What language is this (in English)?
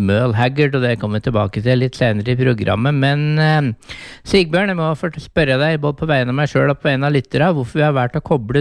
Norwegian